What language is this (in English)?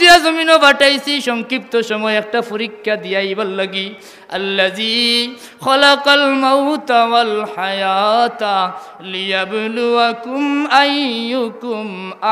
Sylheti